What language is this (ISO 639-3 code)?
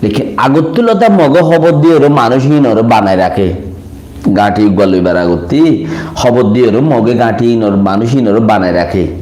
rhg